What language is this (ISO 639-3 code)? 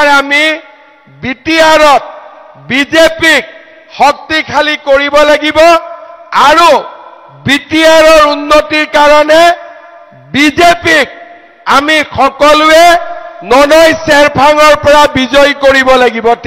asm